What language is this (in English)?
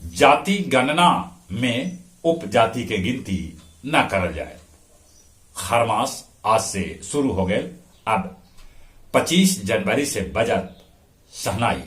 Magahi